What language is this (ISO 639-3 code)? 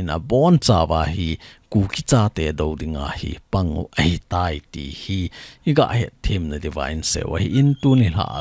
tcz